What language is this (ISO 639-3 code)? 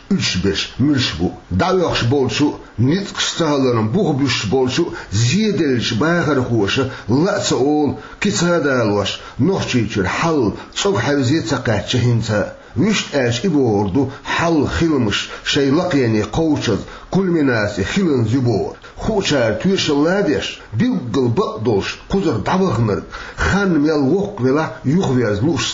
che